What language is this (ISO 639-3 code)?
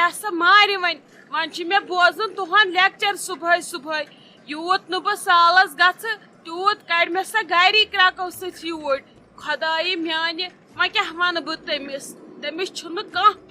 kas